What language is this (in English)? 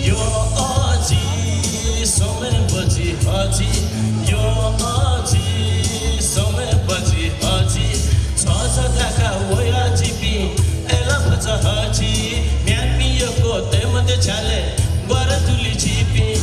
Newari